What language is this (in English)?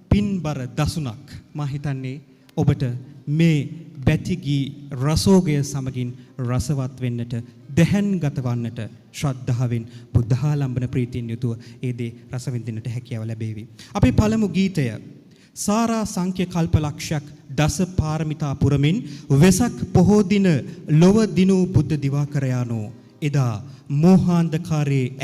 Sinhala